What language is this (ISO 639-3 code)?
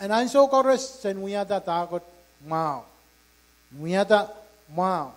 pon